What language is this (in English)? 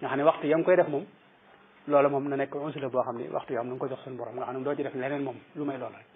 Wolof